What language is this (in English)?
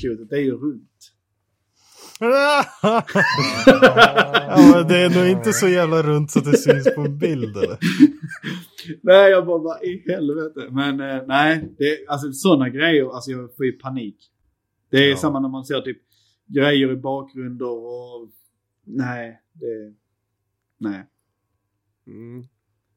Swedish